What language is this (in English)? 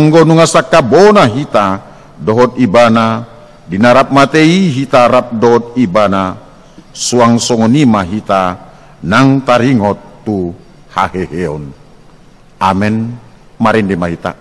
Batak Toba